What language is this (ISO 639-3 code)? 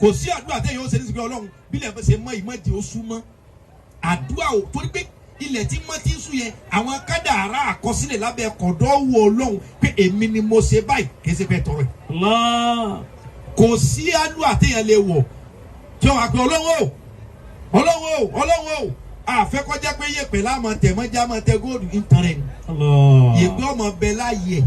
yor